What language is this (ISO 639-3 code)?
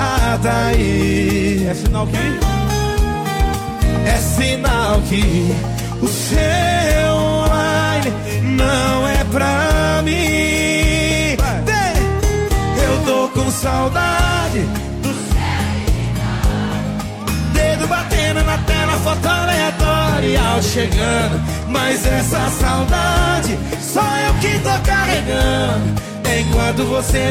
por